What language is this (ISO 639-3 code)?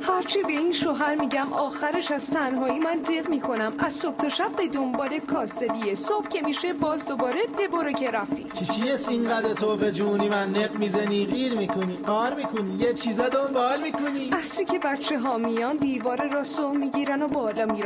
fas